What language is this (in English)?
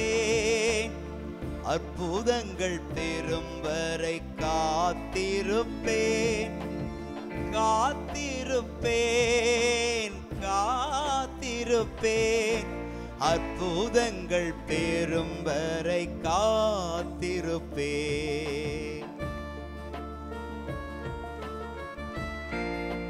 Tamil